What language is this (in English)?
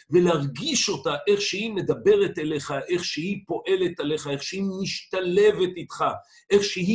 Hebrew